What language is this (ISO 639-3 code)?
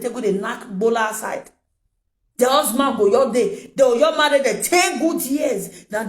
pcm